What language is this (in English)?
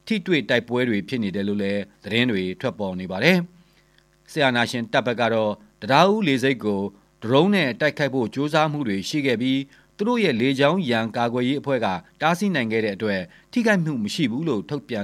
Burmese